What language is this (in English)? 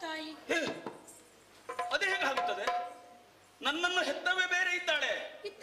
Kannada